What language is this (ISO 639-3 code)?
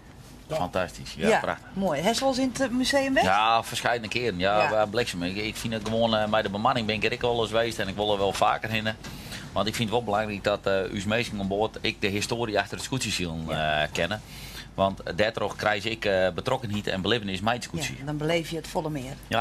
fry